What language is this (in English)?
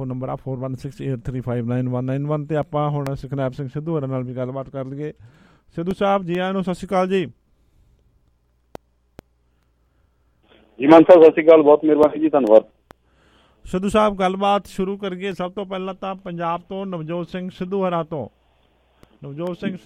Punjabi